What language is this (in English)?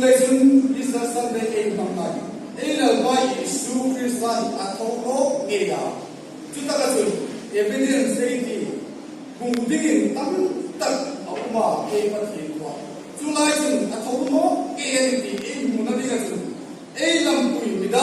Hmar